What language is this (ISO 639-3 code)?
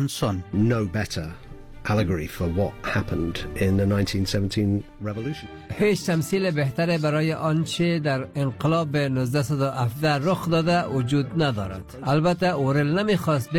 fas